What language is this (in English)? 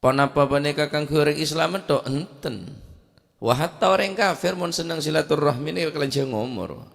Madurese